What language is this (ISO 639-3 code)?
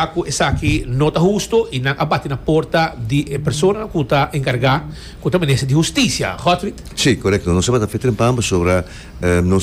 pap